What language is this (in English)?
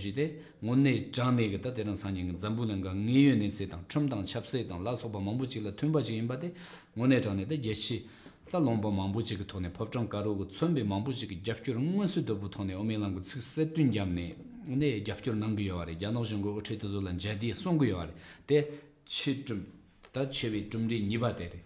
Tibetan